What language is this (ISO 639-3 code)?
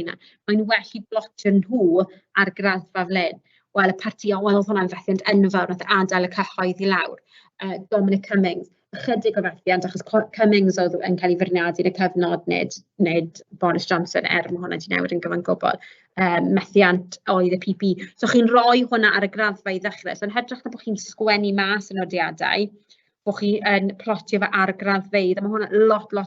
cym